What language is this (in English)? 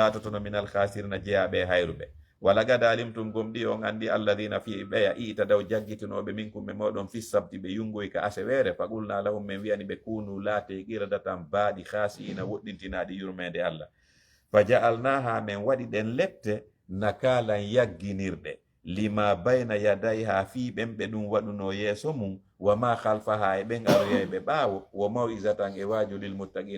Fula